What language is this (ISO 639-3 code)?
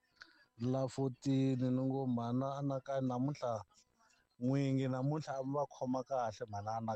tso